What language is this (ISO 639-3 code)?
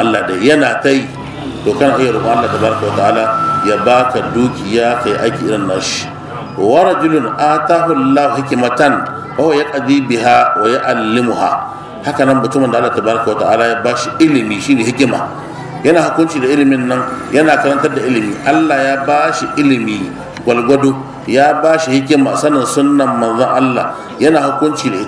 hau